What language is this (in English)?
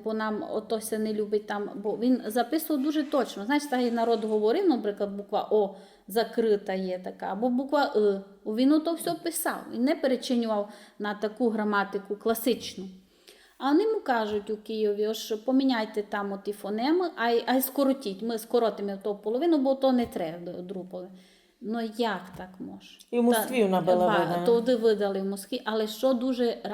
Rusyn